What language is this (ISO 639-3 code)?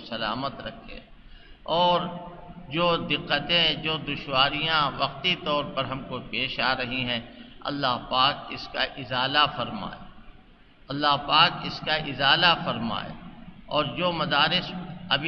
urd